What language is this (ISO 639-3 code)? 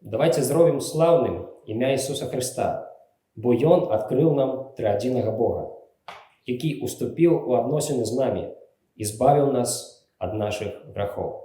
bel